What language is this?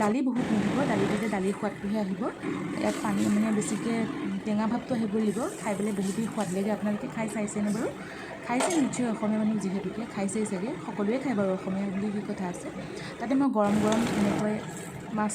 Assamese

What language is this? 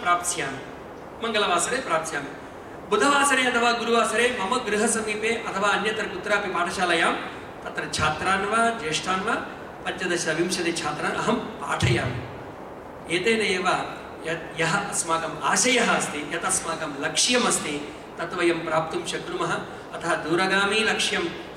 Sanskrit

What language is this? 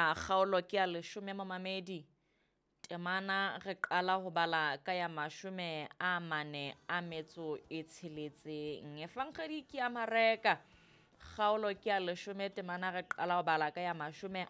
Southern Sotho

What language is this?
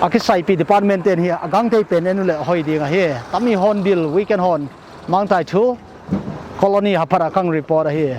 Paite Chin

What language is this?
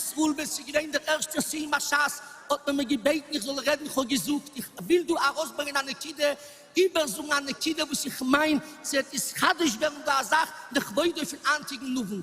Yiddish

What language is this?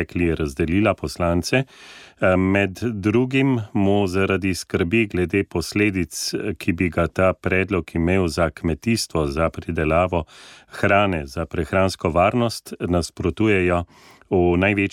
Slovenian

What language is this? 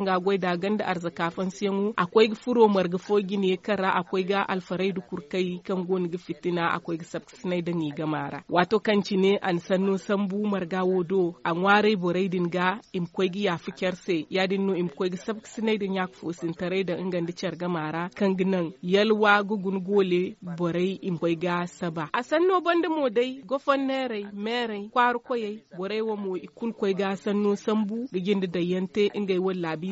Zarma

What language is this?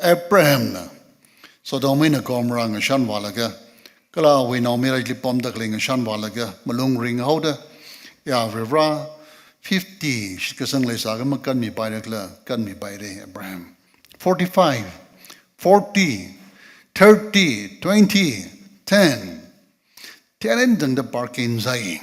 Tangkhul Naga (India)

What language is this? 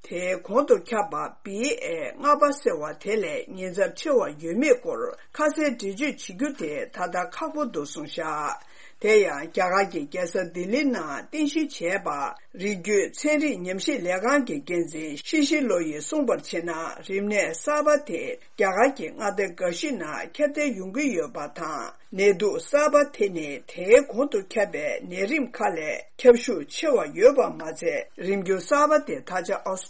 Tibetan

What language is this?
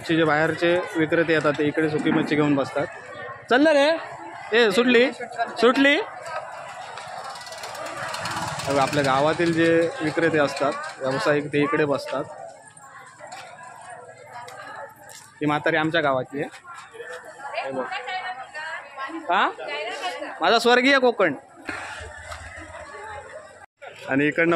Marathi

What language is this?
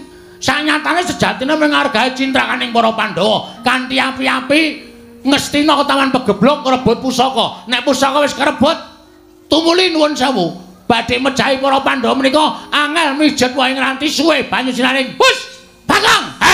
Javanese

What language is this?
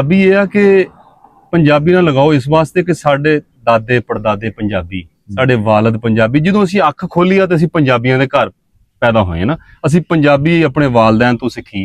Punjabi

